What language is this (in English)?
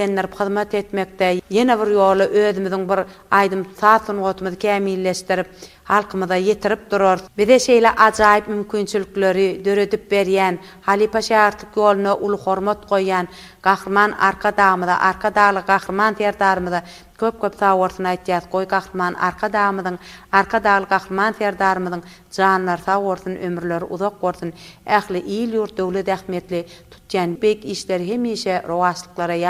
Turkmen